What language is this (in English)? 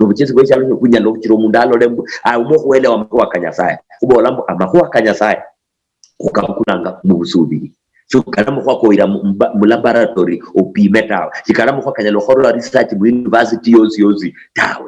Luyia